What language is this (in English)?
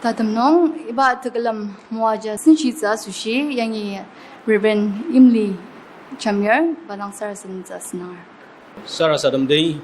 Ao Naga